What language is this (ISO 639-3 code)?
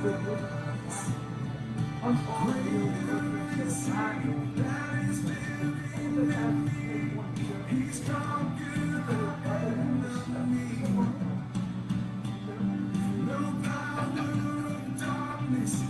eng